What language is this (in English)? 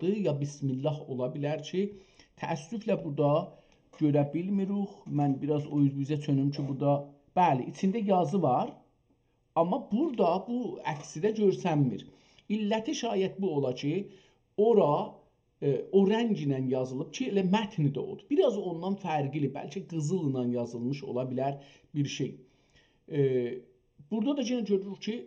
South Azerbaijani